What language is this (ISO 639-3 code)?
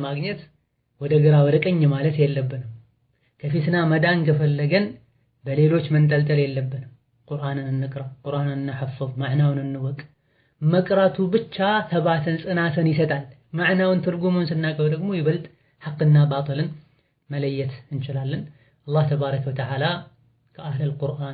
amh